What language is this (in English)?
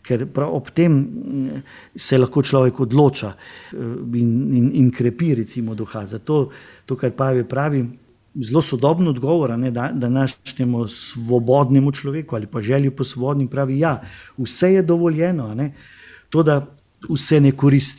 Slovenian